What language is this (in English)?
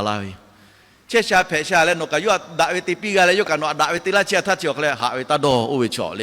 Lahu